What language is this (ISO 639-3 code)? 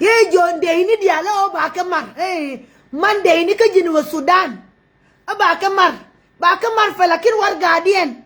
nus